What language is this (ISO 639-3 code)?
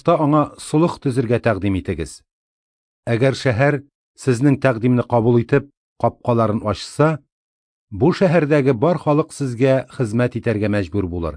tat